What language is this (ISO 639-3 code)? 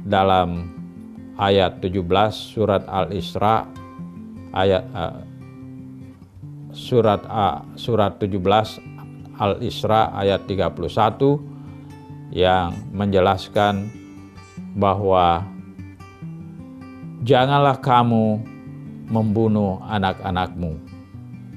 ind